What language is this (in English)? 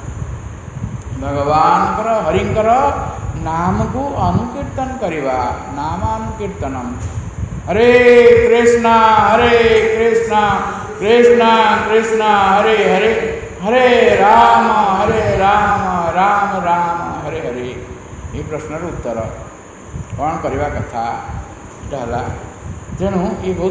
Odia